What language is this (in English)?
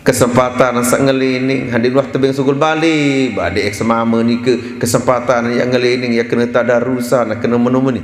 Sasak